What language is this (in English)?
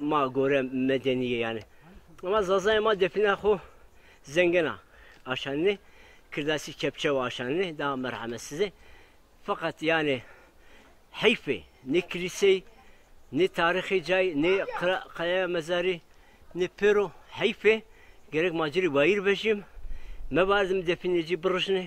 Zaza